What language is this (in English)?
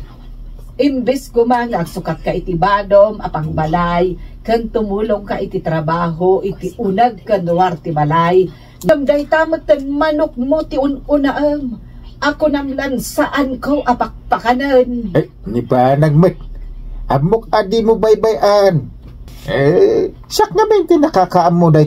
Iloko